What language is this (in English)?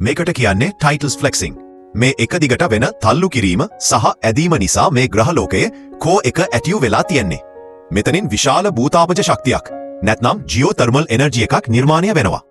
Sinhala